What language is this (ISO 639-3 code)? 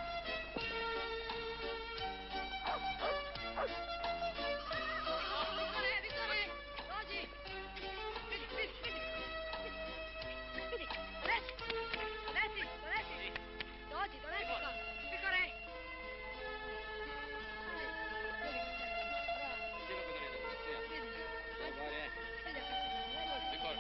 hrv